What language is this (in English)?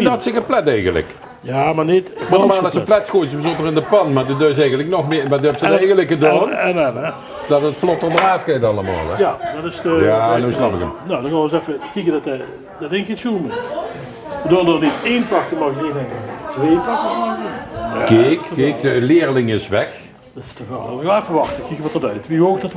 Limburgish